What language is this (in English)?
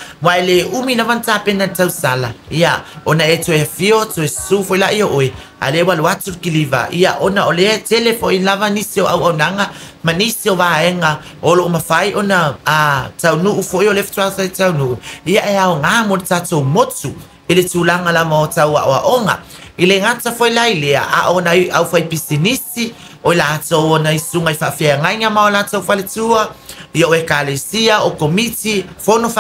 Samoan